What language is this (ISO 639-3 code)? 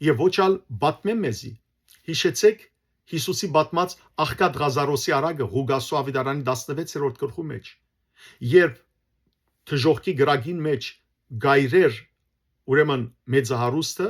hyw